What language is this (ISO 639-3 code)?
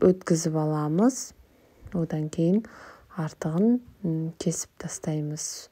kaz